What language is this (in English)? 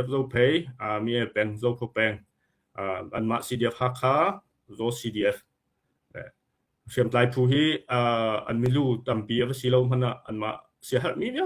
Hakha Chin